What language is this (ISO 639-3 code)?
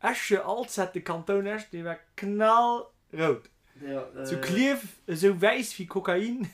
ltz